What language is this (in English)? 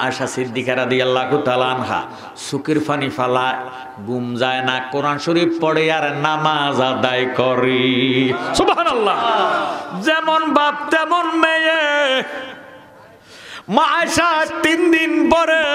Bangla